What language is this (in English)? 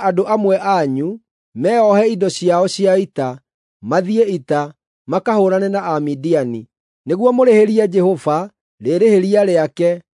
Kikuyu